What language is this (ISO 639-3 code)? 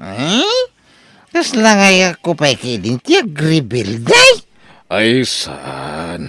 ilo